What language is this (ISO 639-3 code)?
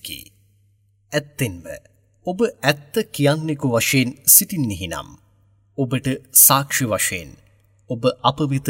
sin